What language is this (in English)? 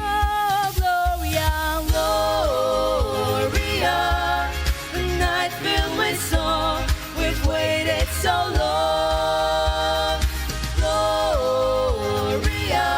Ao Naga